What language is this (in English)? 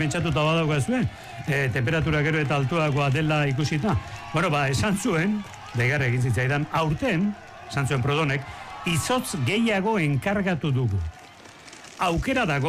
Basque